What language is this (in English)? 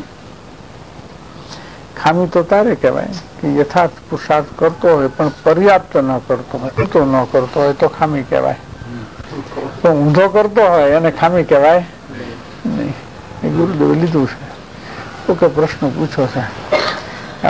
Gujarati